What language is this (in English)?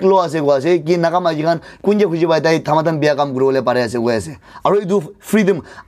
Naga Pidgin